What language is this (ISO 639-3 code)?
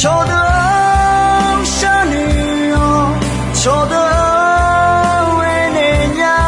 ahk